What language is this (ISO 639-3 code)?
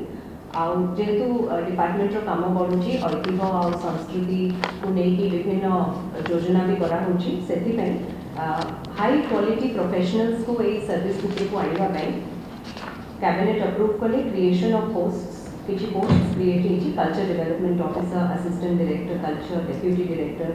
ori